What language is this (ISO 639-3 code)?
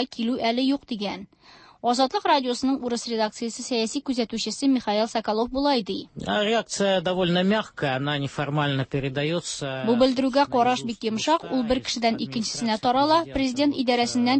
tat